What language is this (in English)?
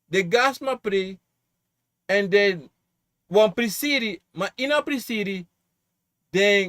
Sranan Tongo